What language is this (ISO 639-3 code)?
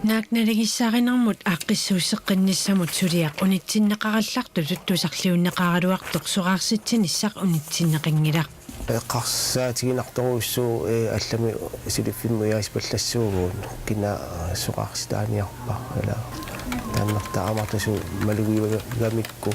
kal